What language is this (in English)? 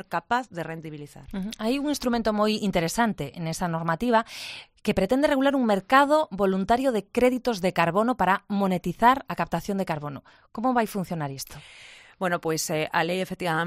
Galician